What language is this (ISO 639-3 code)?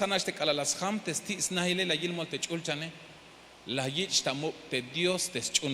tzh